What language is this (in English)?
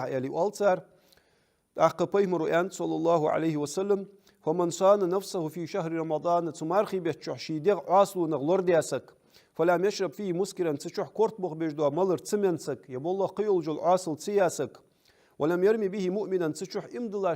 Ingush